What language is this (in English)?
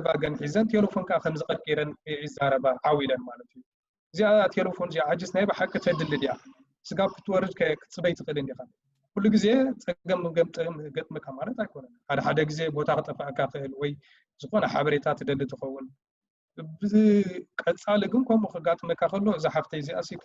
Tigrinya